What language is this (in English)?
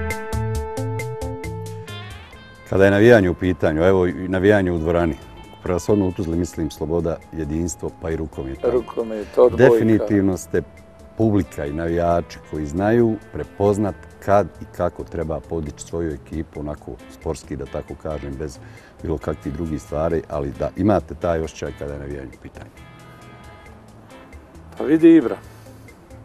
Bosnian